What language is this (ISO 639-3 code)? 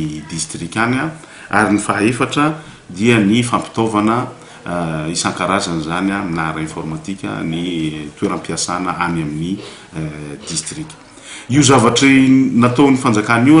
mlg